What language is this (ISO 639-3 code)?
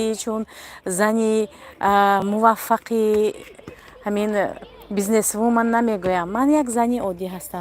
tgk